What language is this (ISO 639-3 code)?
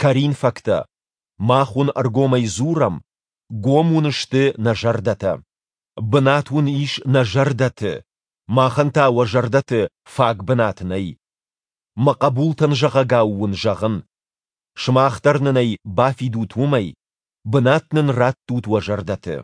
oss